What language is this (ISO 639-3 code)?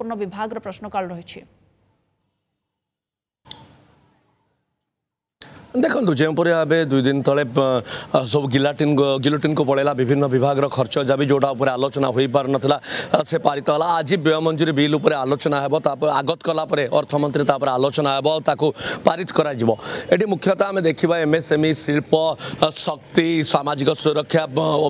ori